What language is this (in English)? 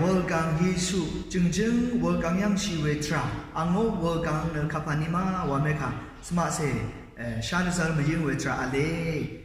Rawang